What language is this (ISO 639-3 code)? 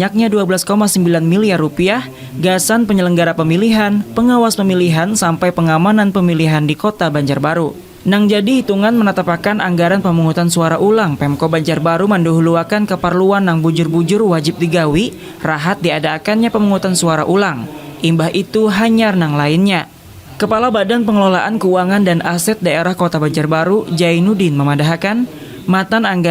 bjn